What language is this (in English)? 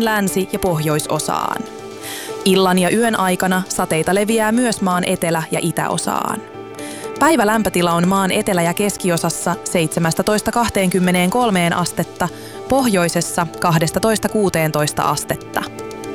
Finnish